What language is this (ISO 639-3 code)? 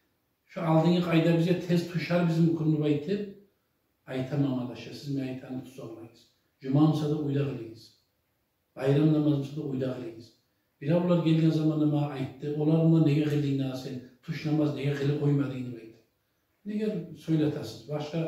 kum